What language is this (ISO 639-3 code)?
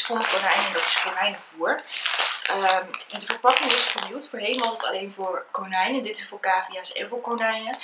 nld